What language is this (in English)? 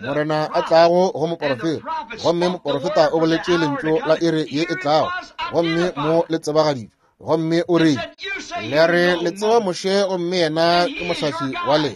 Northern Sotho